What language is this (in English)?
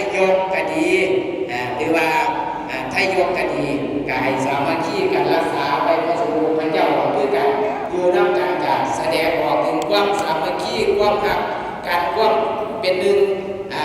Northeastern Thai